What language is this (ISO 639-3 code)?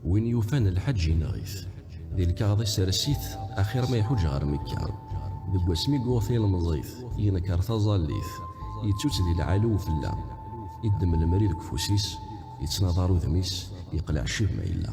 kab